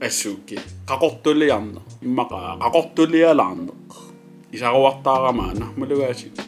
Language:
Kalaallisut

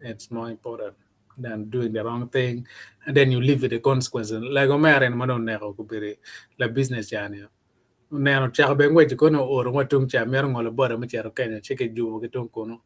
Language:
Acoli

